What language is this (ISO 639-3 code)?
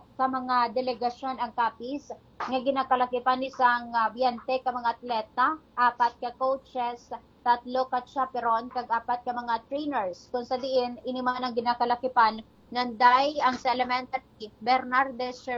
hil